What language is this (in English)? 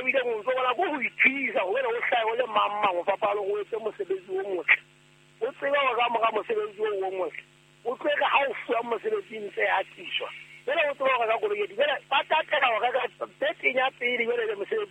Southern Sotho